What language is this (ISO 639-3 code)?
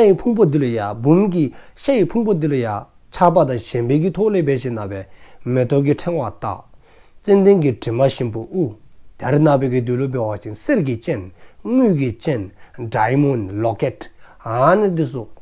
dzo